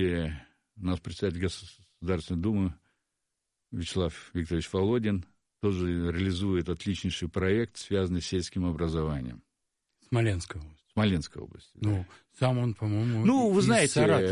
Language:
Russian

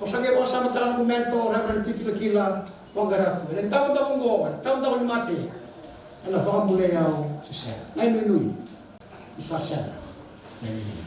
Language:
Fijian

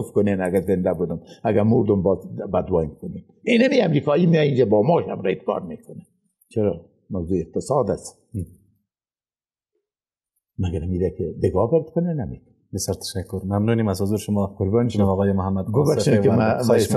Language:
Persian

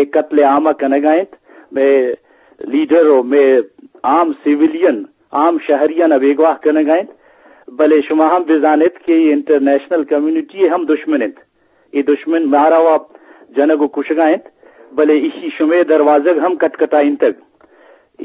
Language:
Eastern Balochi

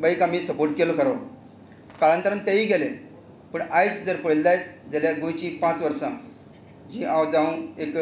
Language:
Konkani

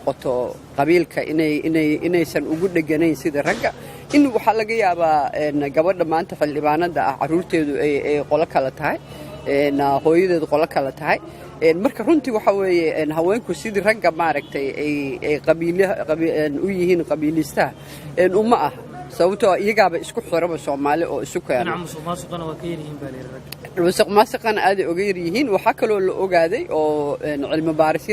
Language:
Somali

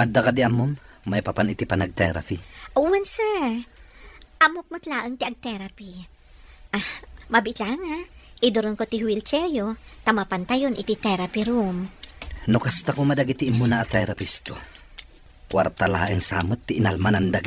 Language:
Iloko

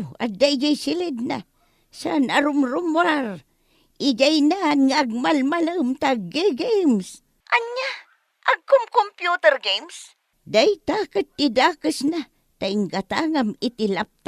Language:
Iloko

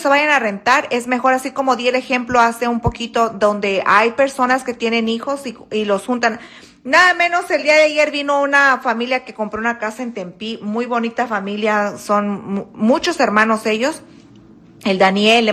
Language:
Spanish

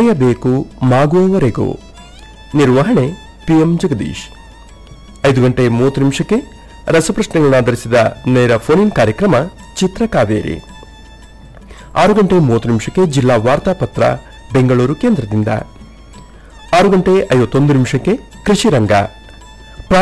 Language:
Kannada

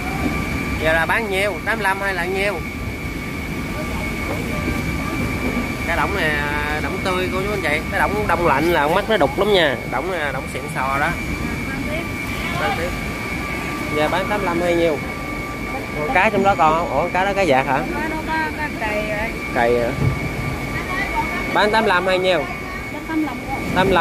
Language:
Vietnamese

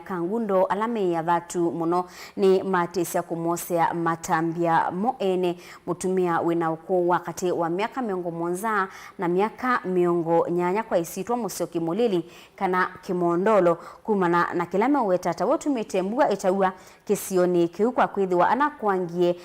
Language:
Kamba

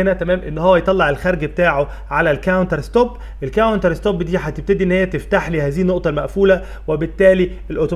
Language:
Egyptian Arabic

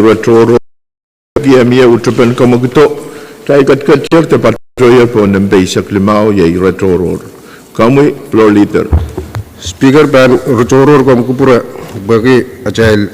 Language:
Pohnpeian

